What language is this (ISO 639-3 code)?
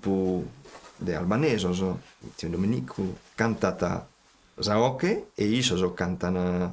srd